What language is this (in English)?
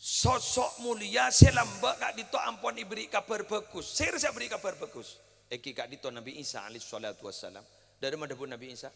Madurese